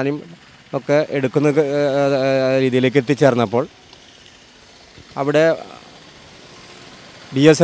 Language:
Malayalam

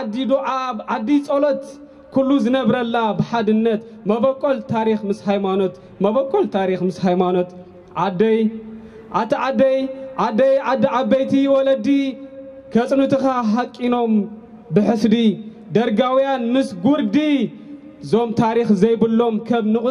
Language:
Tigrinya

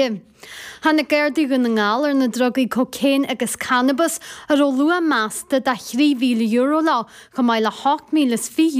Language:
Irish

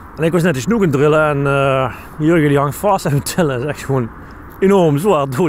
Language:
Dutch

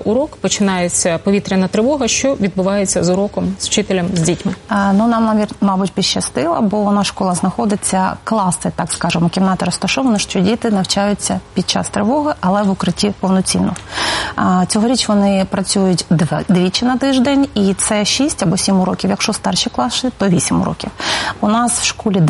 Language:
Ukrainian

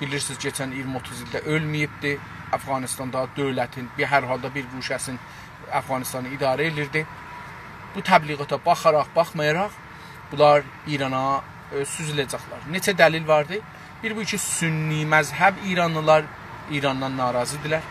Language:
South Azerbaijani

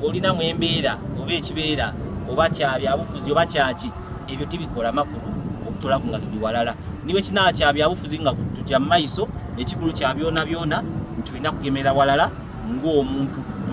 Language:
Soga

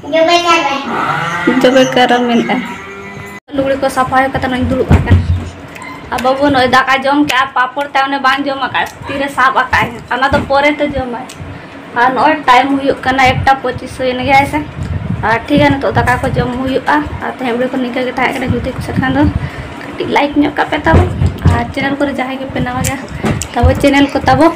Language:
Santali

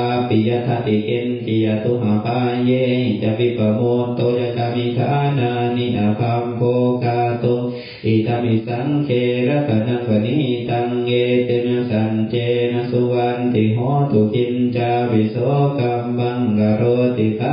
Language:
Pali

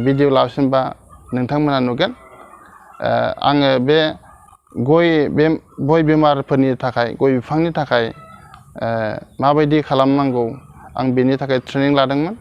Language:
Bodo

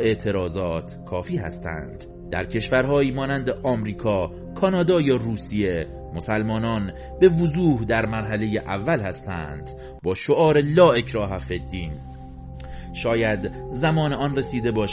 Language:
Persian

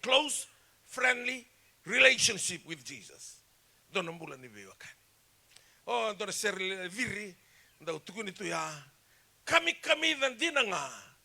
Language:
Fijian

